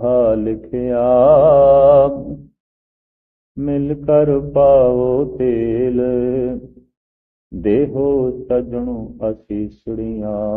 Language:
Punjabi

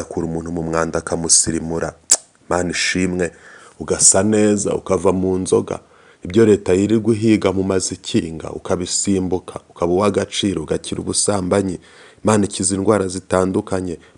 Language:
Kinyarwanda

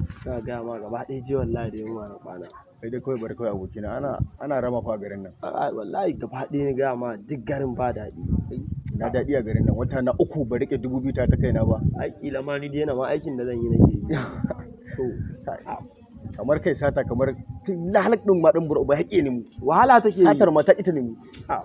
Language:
Hausa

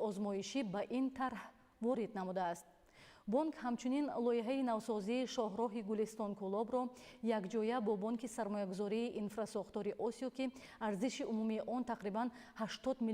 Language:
Tajik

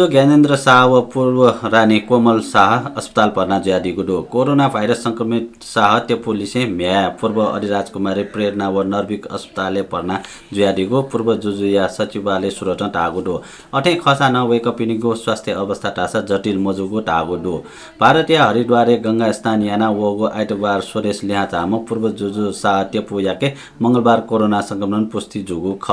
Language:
Newari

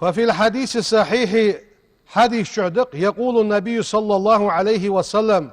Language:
Ingush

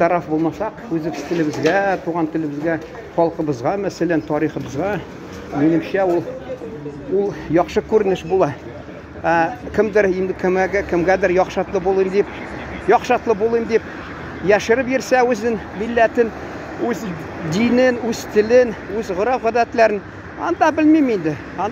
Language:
Tatar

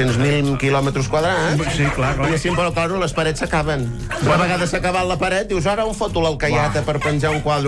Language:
Catalan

